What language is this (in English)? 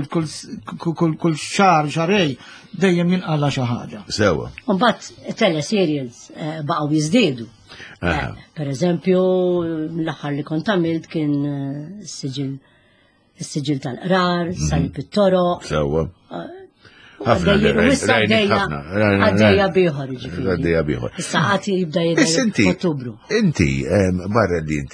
Maltese